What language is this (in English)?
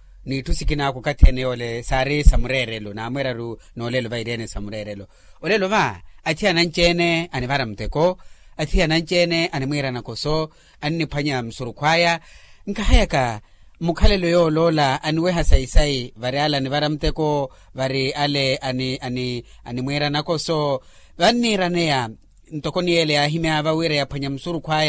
Makhuwa